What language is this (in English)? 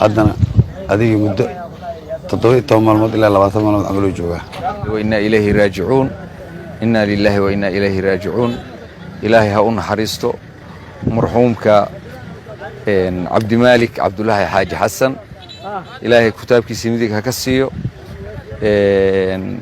Somali